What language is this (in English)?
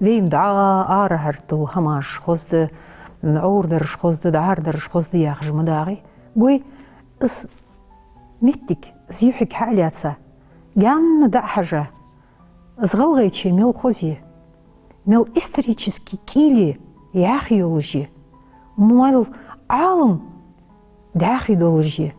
Ingush